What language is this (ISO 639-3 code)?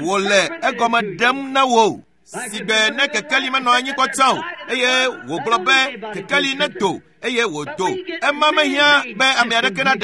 ewe